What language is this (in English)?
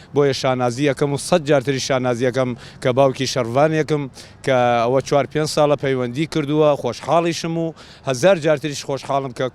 Central Kurdish